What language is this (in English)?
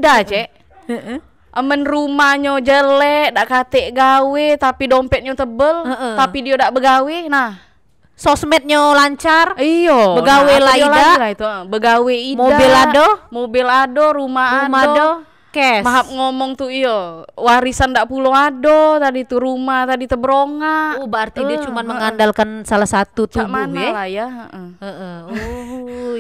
Musi